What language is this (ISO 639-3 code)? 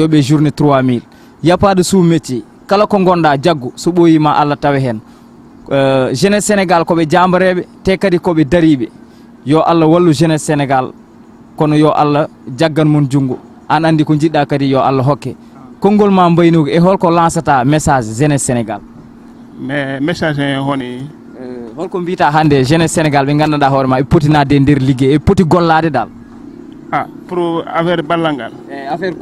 ful